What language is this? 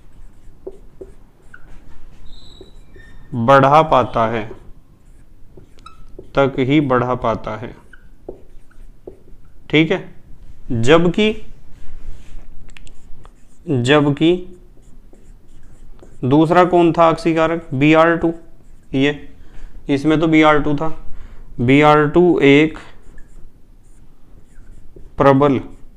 Hindi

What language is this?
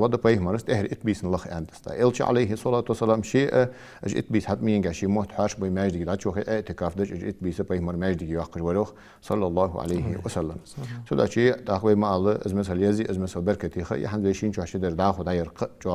Ingush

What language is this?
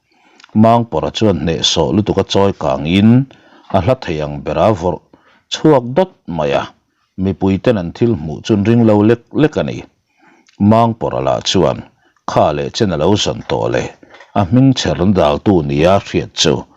Mizo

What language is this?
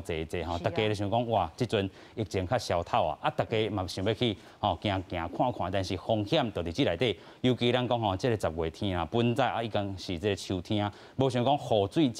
Min Nan Chinese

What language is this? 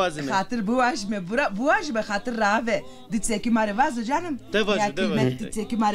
Zaza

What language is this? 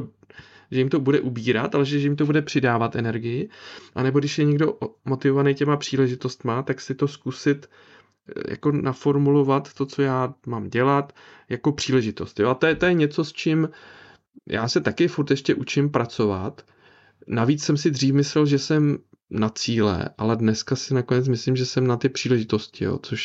Czech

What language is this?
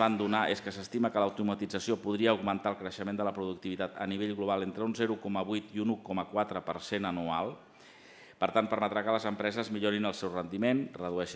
Catalan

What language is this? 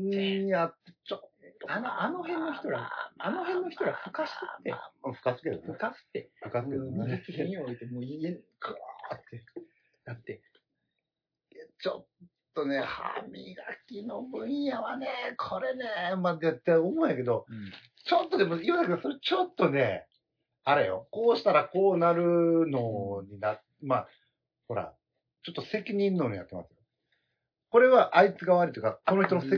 Japanese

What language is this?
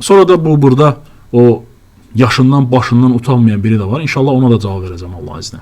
Azerbaijani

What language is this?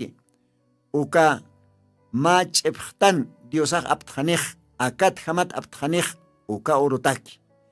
Aymara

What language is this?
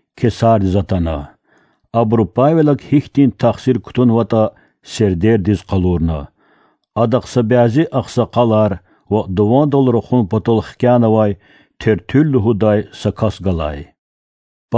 Lezghian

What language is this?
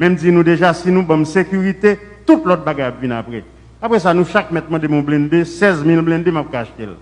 Haitian Creole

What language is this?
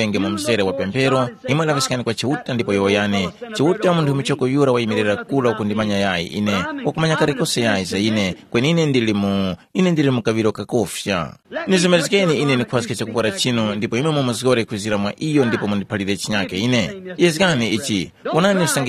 Tumbuka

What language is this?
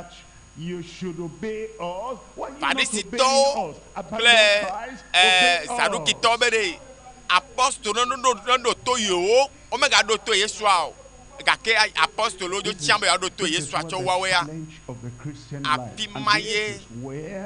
Ewe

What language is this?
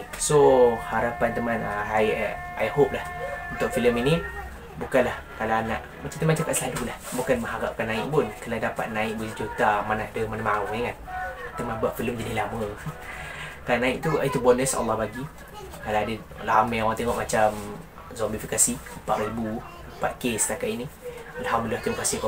Malay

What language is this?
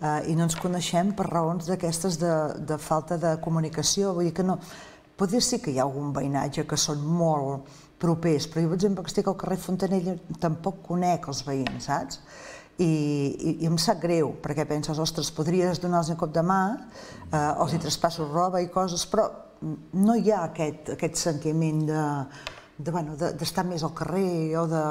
Catalan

